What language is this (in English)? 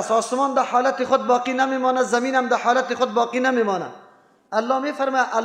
Persian